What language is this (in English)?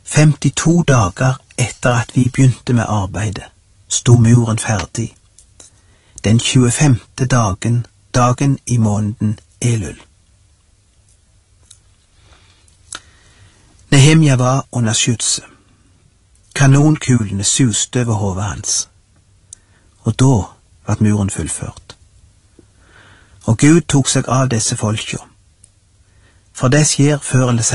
Norwegian